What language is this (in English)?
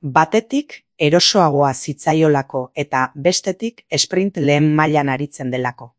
Basque